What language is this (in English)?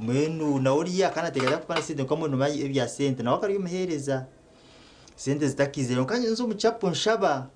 Nyankole